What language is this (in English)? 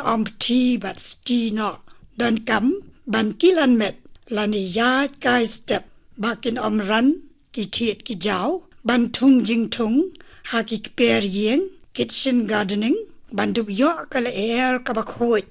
Khasi